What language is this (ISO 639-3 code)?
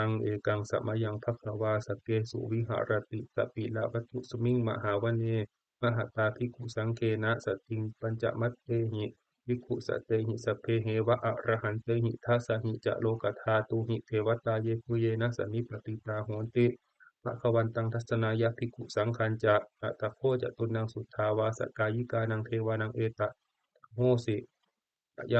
pli